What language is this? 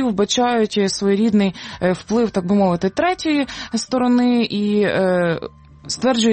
Ukrainian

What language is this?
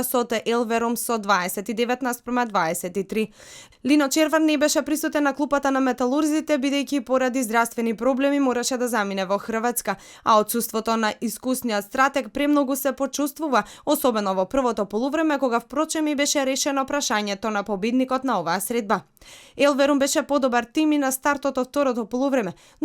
Macedonian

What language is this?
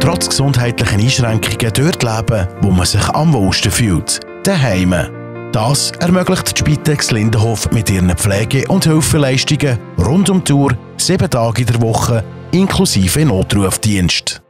Swiss German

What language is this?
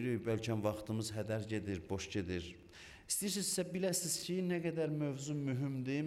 Azerbaijani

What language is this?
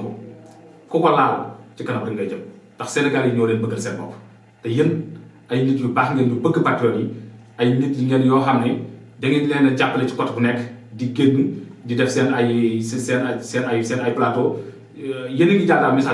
Wolof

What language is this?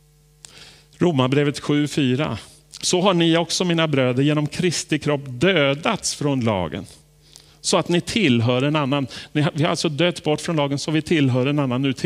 Swedish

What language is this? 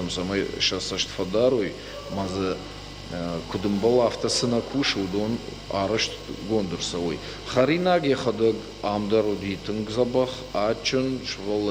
Ossetic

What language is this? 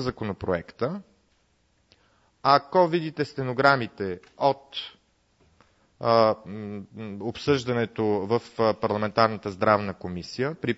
Bulgarian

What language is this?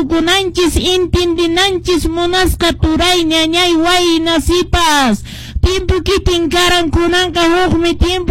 Quechua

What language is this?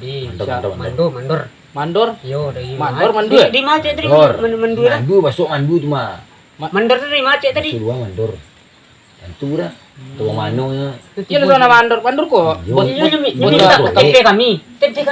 Minangkabau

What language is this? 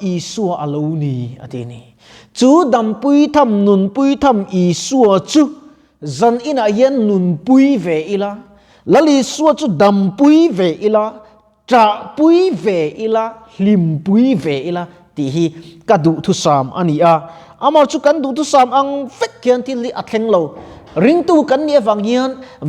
Mizo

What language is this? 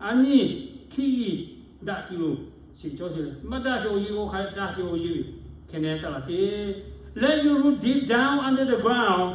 Lahu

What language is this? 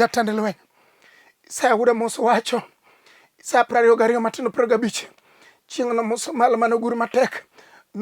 Luo (Kenya and Tanzania)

